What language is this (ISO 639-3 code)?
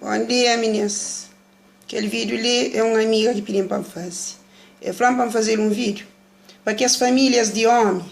kea